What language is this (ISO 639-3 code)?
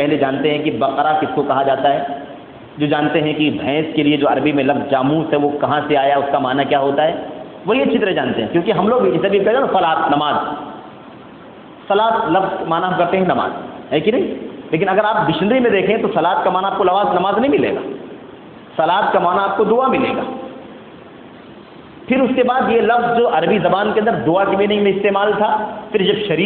urd